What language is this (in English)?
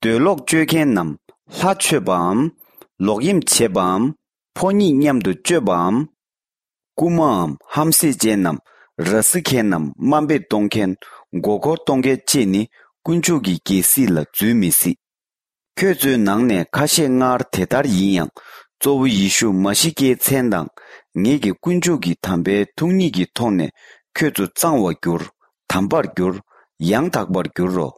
Latvian